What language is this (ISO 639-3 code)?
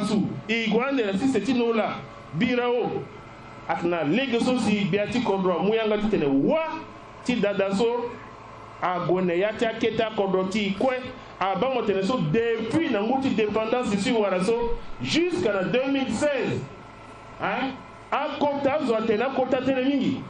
sag